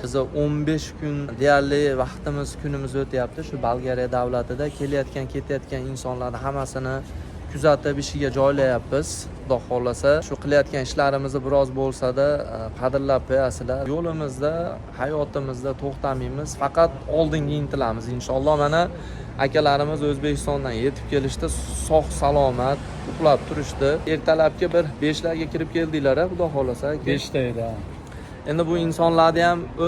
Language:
Uzbek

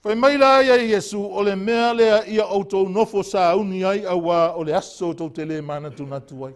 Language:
Samoan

